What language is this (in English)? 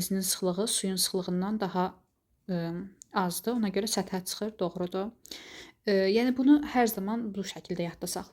Azerbaijani